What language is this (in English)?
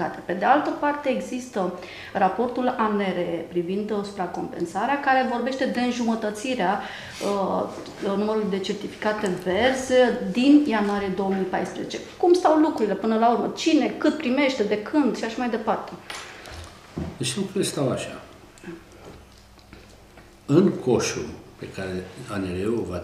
Romanian